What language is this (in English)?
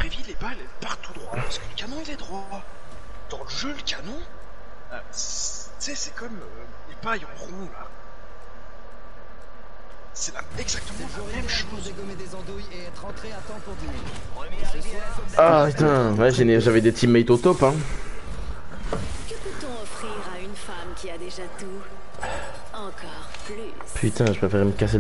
French